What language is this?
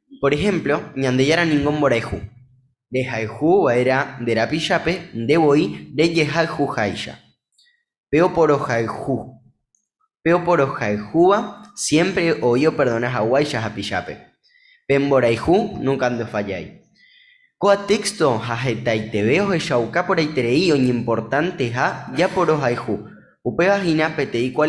Guarani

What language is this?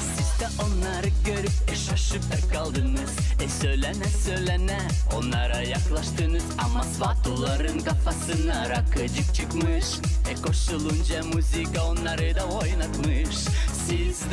Gagauz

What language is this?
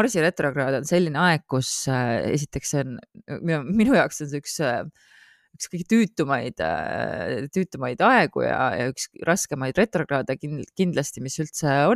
Estonian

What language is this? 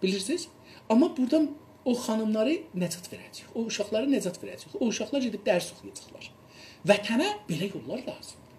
South Azerbaijani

